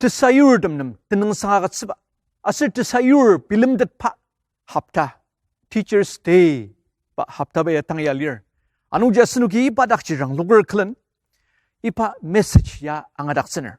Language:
Ao Naga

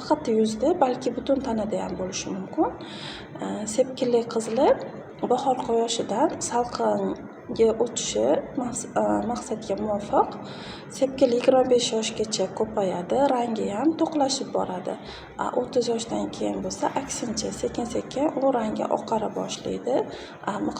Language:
Uzbek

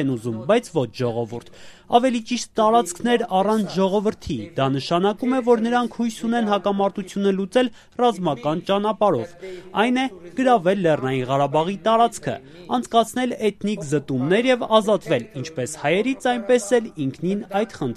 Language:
Armenian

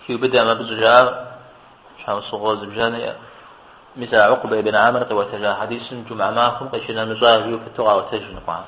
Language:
Kabardian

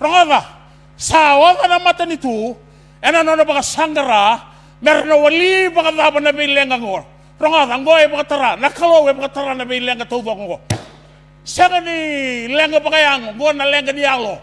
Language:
Fijian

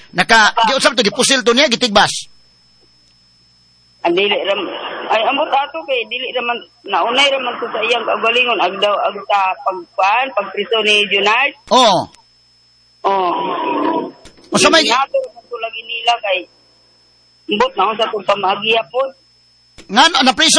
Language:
Cebuano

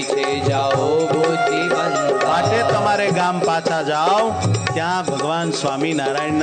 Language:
Gujarati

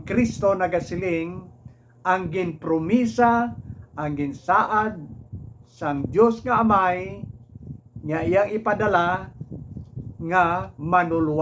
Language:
Hiligaynon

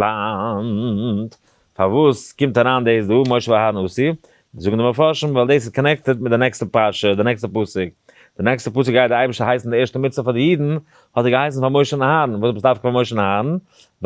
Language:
Yiddish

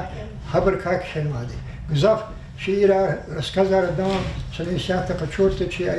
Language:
Lezghian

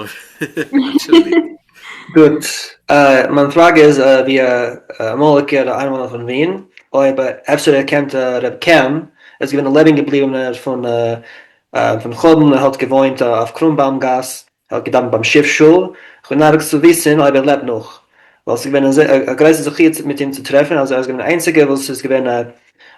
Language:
Yiddish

